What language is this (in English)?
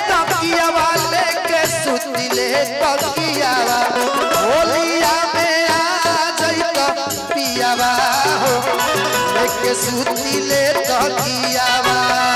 Bhojpuri